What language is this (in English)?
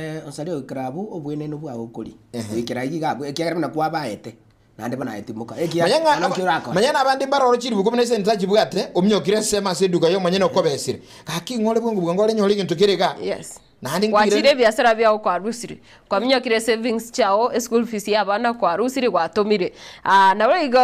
Gusii